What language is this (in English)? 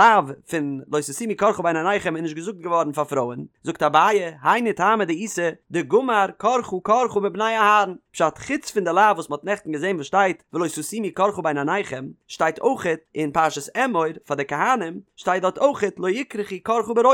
Yiddish